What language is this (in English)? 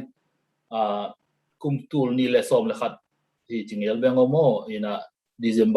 Tedim Chin